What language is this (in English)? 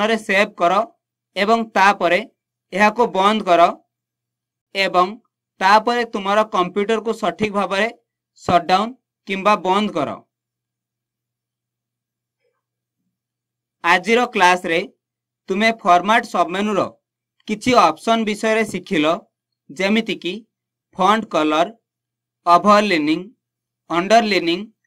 Odia